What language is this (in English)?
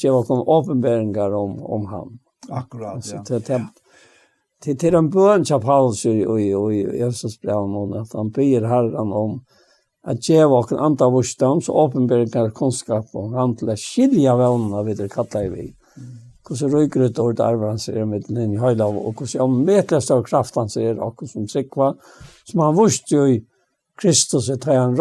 Faroese